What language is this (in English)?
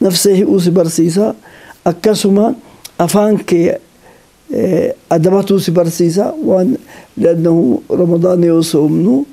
Oromo